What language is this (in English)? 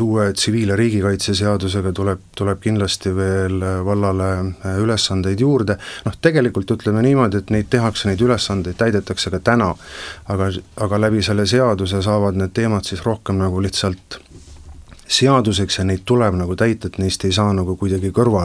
Estonian